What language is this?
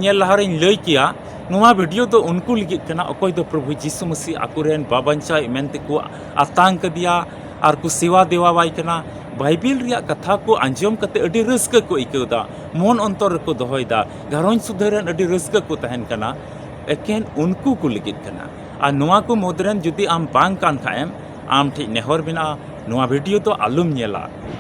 Santali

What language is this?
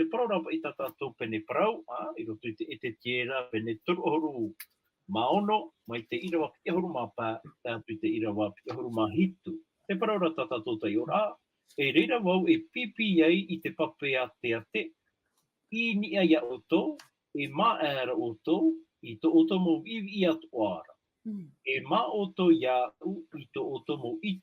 Tahitian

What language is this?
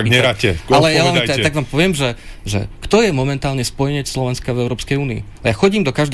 Slovak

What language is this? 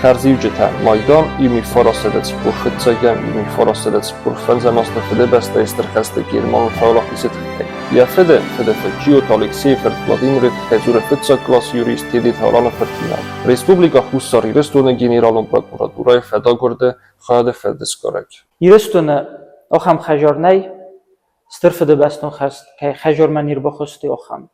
Ossetic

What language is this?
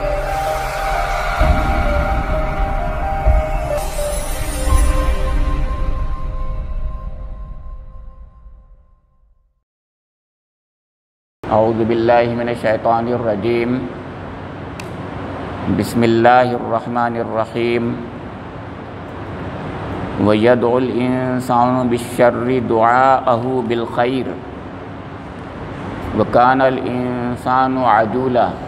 Urdu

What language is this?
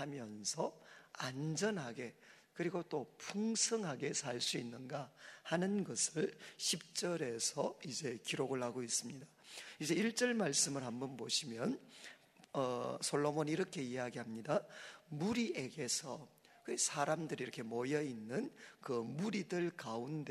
Korean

